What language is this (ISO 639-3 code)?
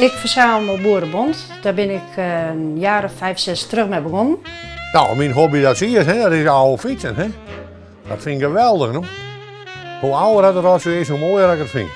fry